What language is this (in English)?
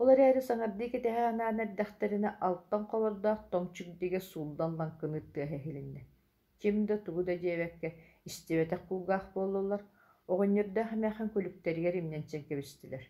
Yakut